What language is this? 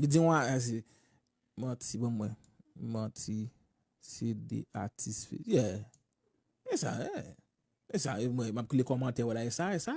Haitian Creole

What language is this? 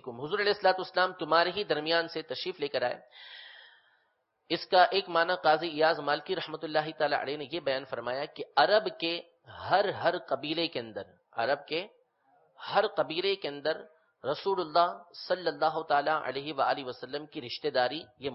Urdu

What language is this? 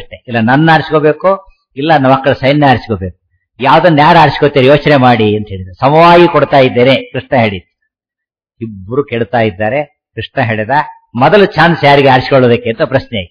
Kannada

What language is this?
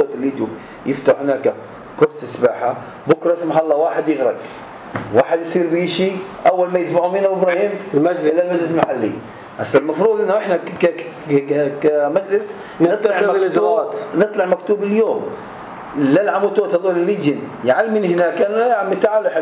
North Levantine Arabic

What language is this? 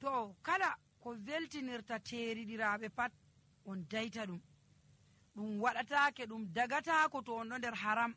Nigerian Fulfulde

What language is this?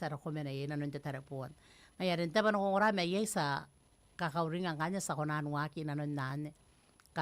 Gilbertese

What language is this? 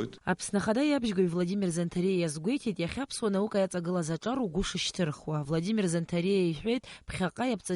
Abkhazian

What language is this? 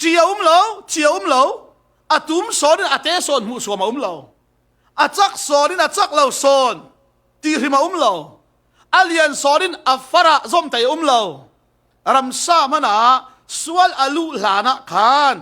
Falam Chin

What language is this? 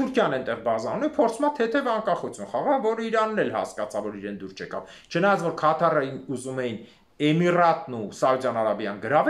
Armenian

